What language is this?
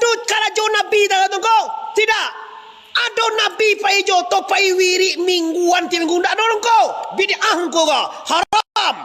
Minangkabau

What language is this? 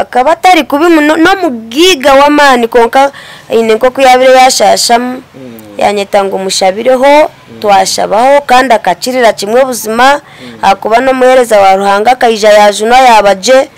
Nyankole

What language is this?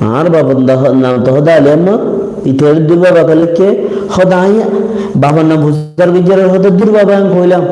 Rohingya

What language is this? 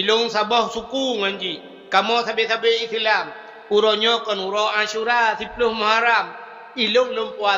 Achinese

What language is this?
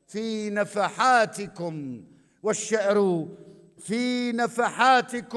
North Levantine Arabic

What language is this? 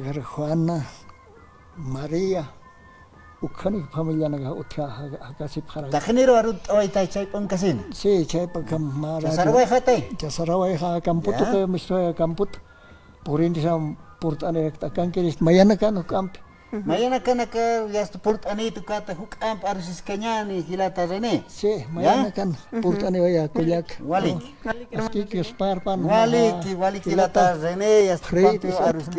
Aymara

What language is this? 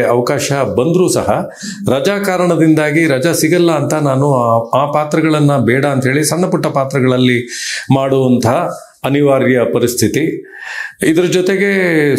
Kannada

